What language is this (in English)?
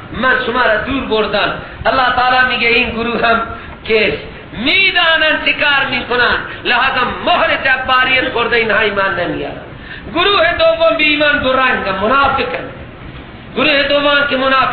Persian